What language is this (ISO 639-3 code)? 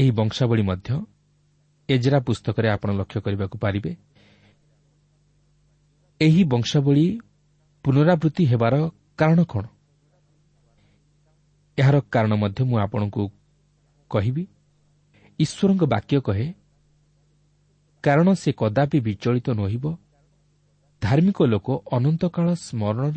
ori